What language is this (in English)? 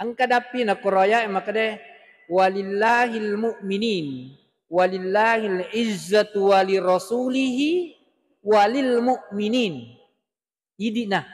Buginese